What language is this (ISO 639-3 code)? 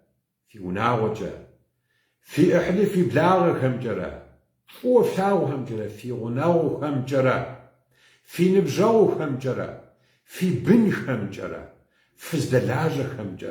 kbd